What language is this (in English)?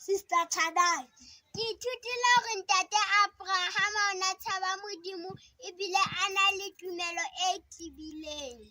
Southern Sotho